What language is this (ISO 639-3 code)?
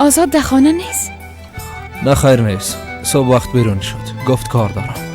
fas